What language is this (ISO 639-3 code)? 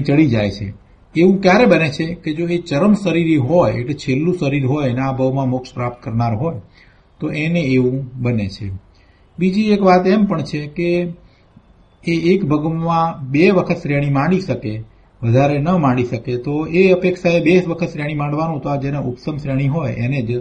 guj